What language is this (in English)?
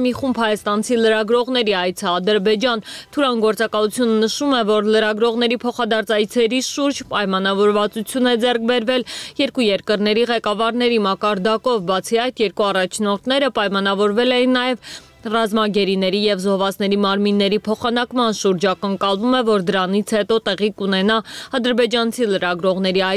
Armenian